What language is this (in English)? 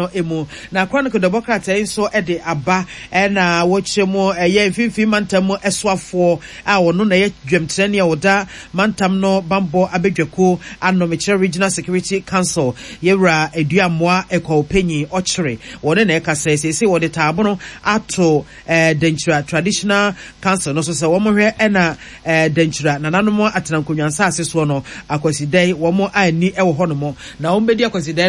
Akan